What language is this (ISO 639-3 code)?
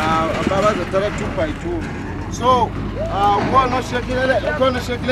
xho